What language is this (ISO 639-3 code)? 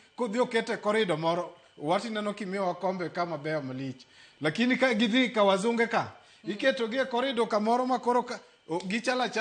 luo